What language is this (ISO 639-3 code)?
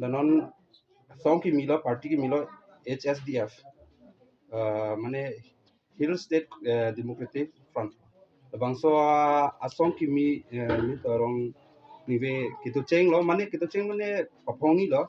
mjw